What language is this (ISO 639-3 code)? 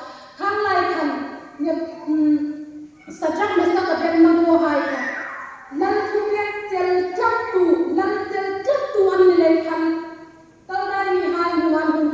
hmr